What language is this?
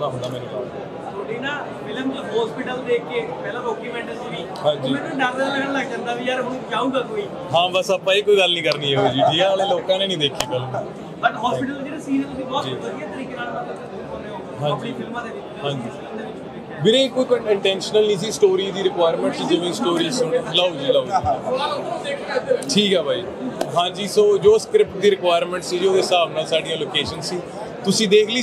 Punjabi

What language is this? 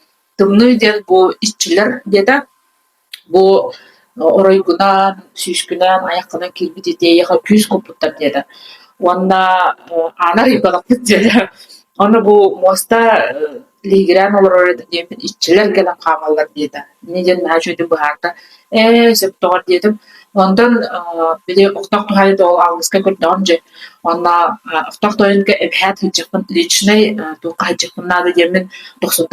Yakut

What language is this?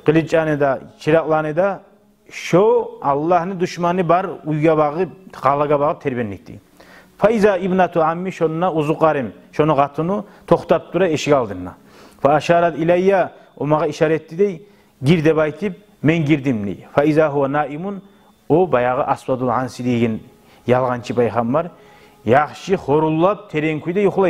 Kumyk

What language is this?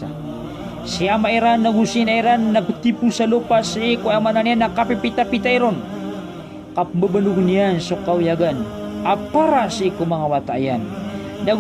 Maranao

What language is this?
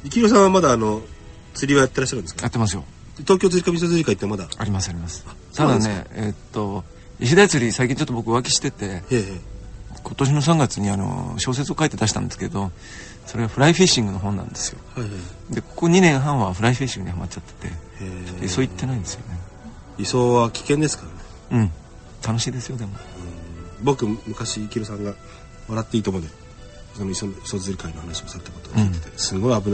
Japanese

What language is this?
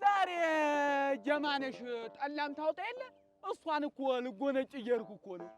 Amharic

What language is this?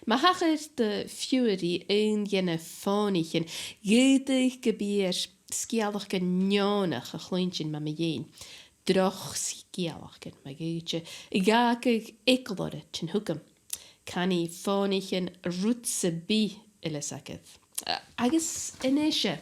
Scottish Gaelic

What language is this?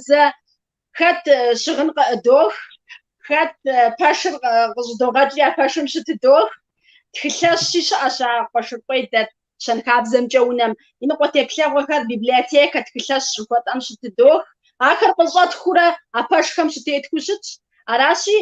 Kabardian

